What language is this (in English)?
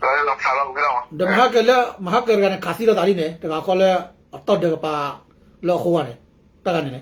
S'gaw Karen